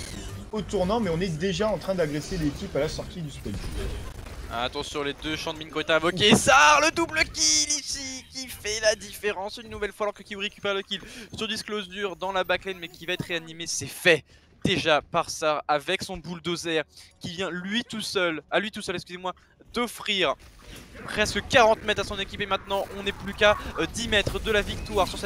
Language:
French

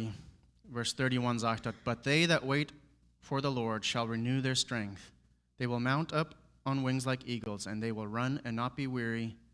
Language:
Plautdietsch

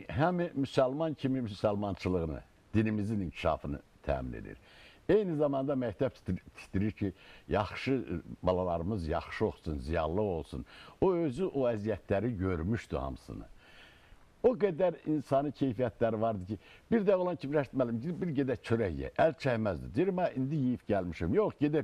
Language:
Azerbaijani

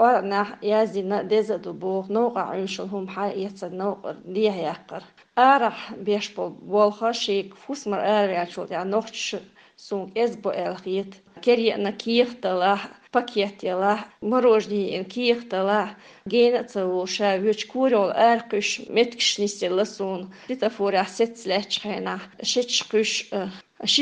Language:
Chechen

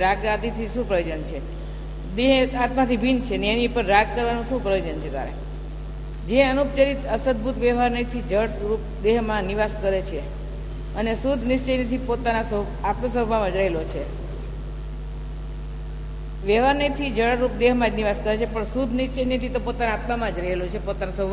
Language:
Gujarati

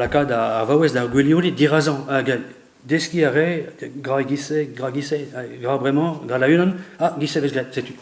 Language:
Breton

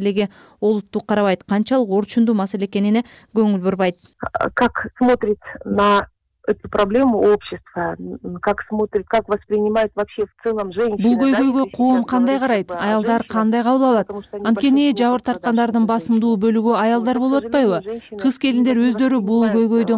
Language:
Kyrgyz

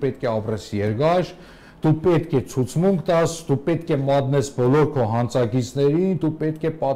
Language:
Armenian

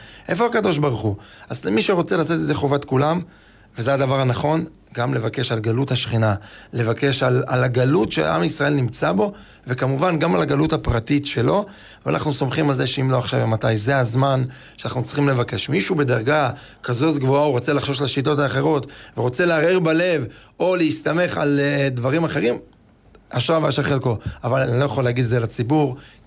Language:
Hebrew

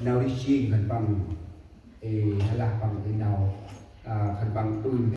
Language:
Central Mnong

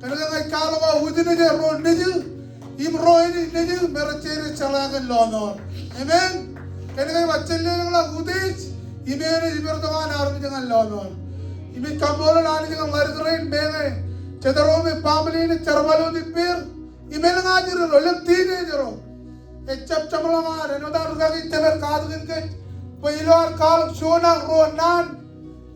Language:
Marshallese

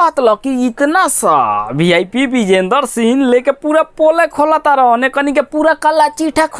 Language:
Bhojpuri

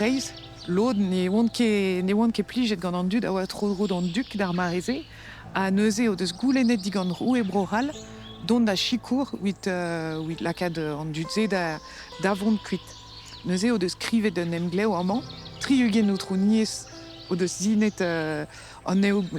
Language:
Breton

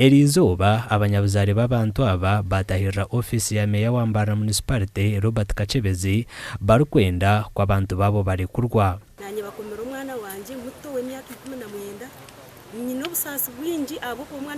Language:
Nyankole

